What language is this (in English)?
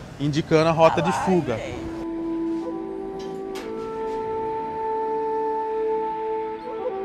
Portuguese